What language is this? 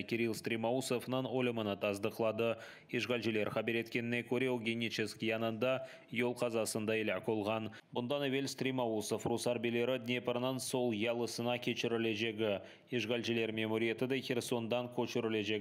Crimean Tatar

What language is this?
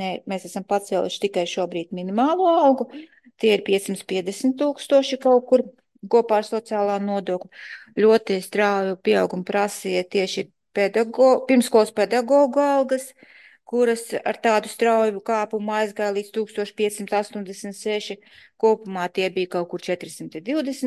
Latvian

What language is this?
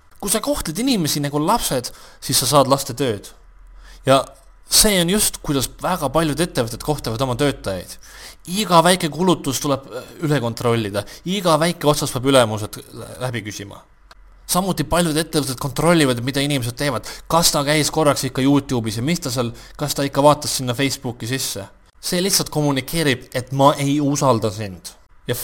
Estonian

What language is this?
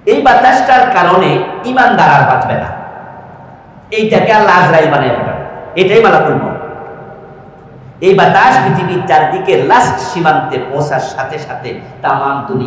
Bangla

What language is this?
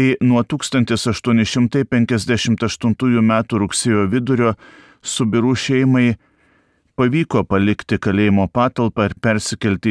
Lithuanian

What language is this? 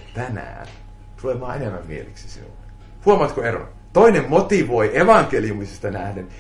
Finnish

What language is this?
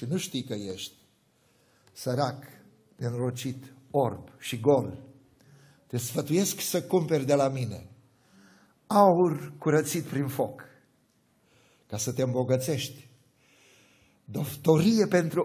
Romanian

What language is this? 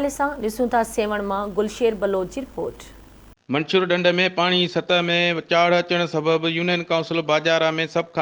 Sindhi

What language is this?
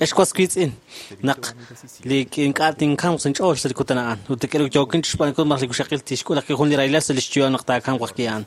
Kekchí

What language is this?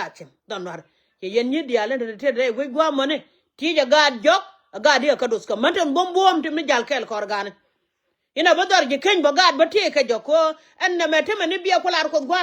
Nuer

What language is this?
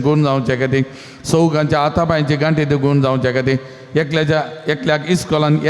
Konkani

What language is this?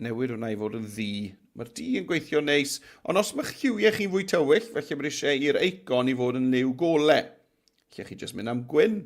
Welsh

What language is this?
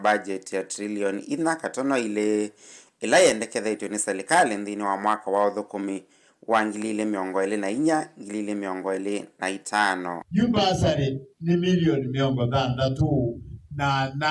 Kamba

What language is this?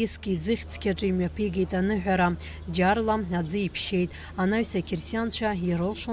Abkhazian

